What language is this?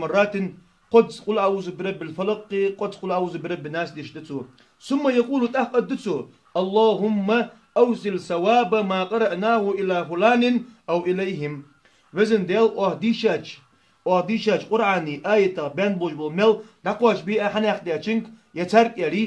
Ingush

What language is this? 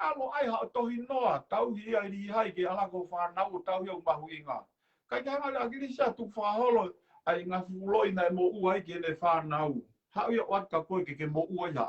Tongan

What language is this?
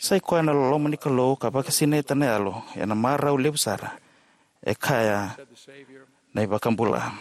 Fijian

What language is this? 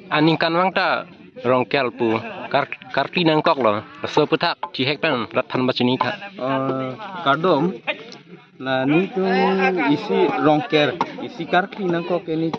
Karbi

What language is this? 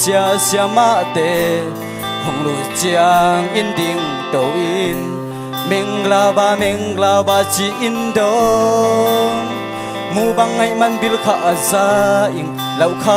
Tedim Chin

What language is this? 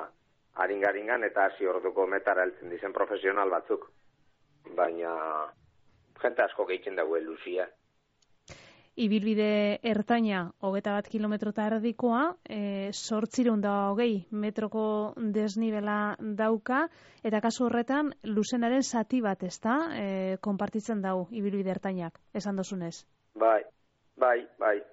Basque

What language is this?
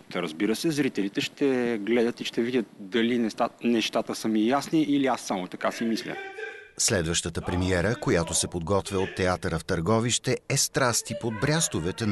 Bulgarian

